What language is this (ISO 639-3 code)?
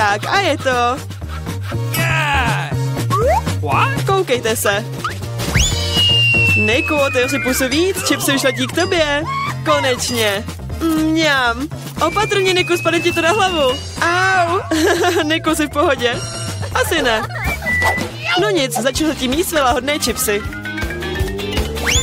ces